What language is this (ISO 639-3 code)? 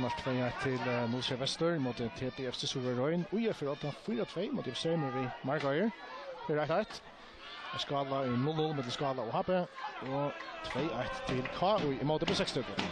fao